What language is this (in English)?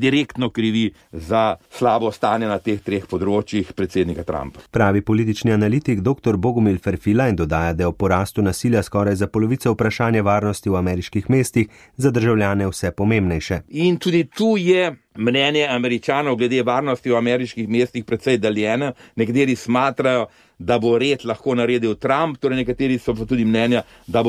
Slovenian